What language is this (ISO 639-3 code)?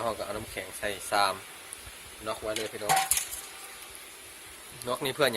lao